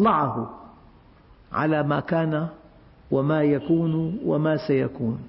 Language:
Arabic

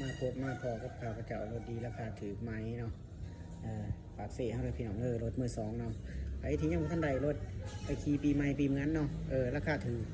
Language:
Lao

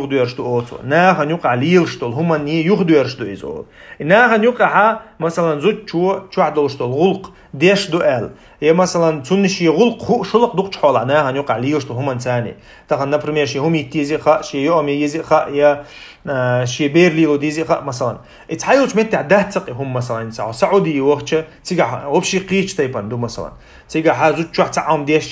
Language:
Chechen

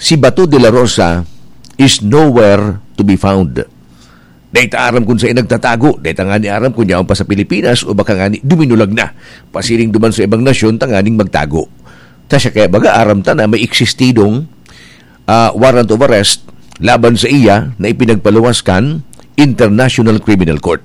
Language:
Bikol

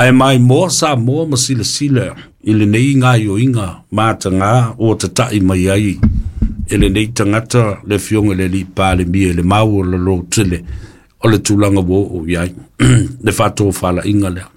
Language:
Samoan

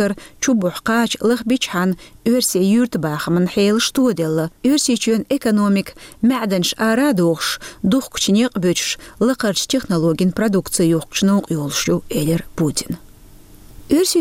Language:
Chechen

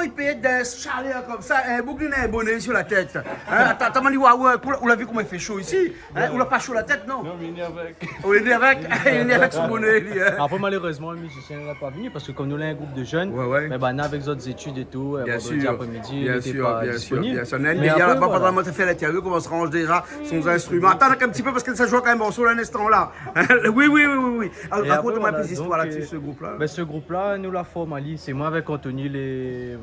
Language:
Réunion Creole French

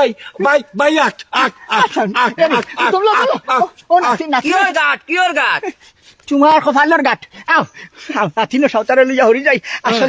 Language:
Sylheti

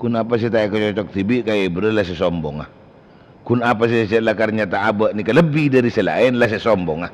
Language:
Madurese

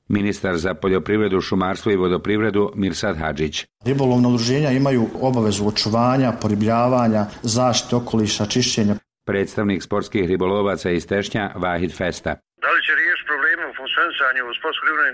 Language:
Bosnian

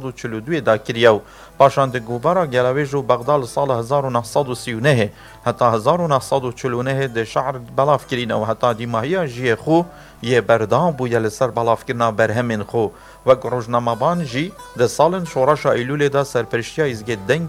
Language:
Kurdish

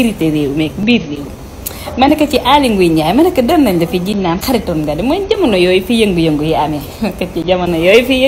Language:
Wolof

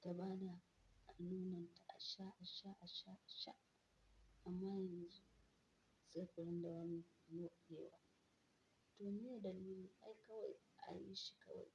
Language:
Hausa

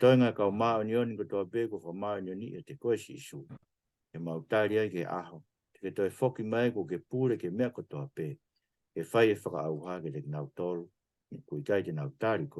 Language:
Tongan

